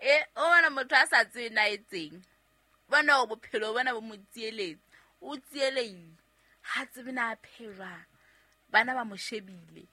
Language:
Southern Sotho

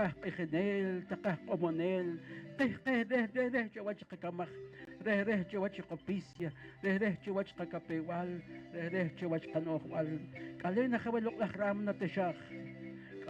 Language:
Poqomchi'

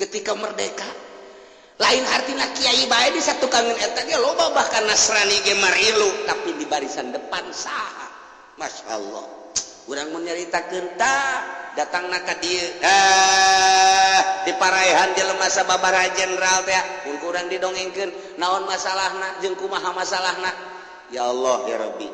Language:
Sundanese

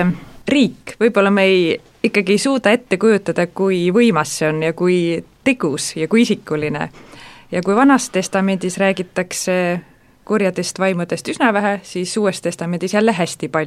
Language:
Estonian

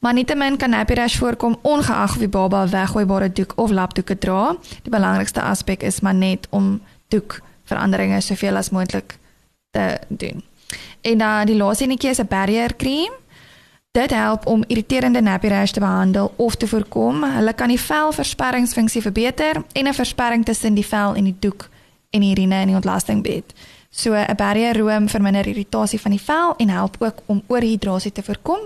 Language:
Afrikaans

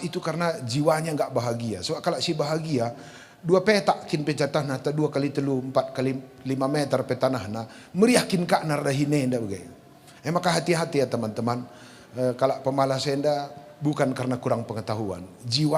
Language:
Batak Karo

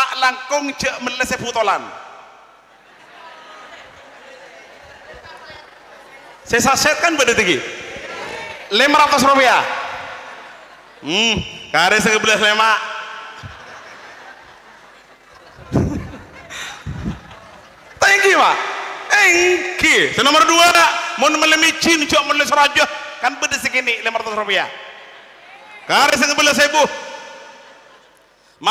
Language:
Madurese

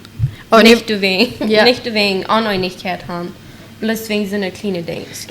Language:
Plautdietsch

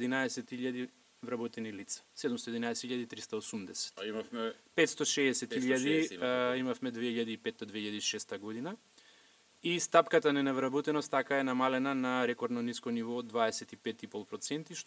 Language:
Macedonian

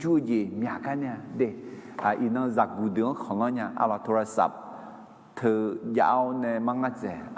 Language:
Akha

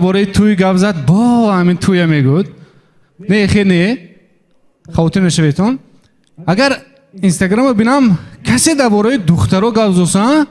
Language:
Tajik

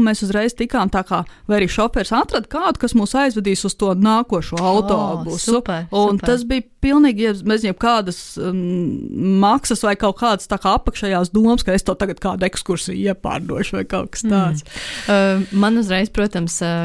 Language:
Latvian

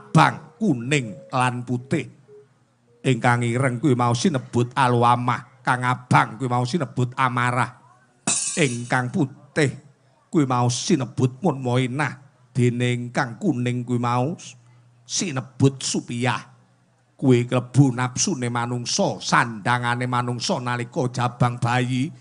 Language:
Javanese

